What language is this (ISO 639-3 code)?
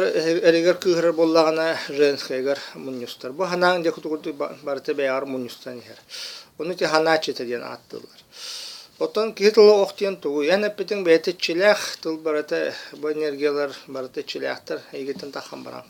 sah